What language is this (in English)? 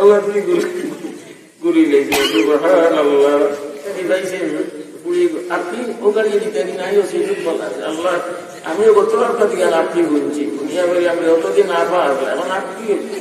Sylheti